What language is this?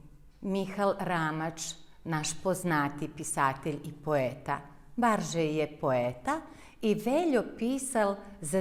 Rusyn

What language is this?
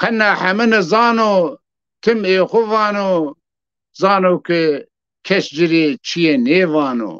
Zaza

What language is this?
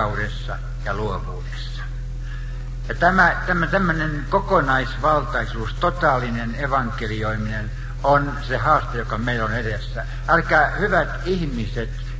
Finnish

